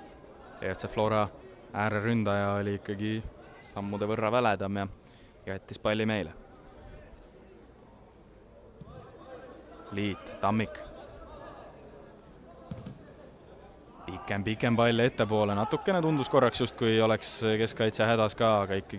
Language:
Estonian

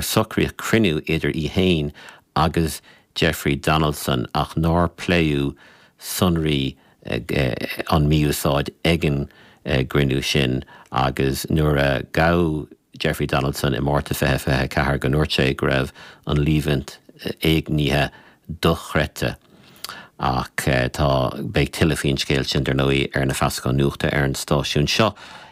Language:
Irish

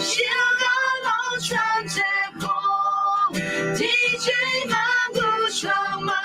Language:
Akha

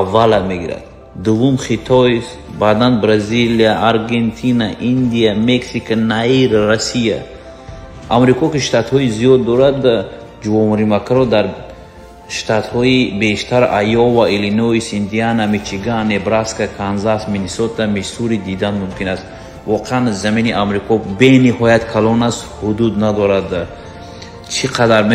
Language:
Tajik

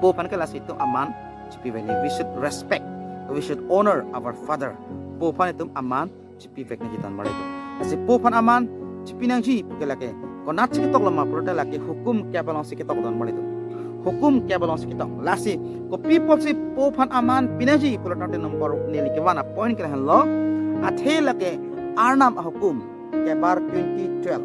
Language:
Karbi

